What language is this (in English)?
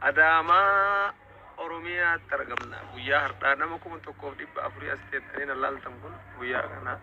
Oromo